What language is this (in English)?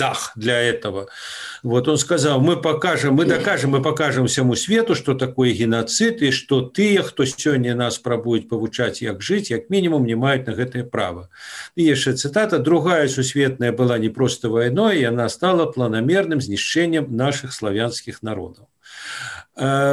Belarusian